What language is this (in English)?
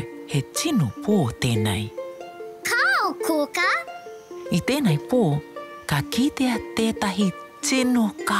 Māori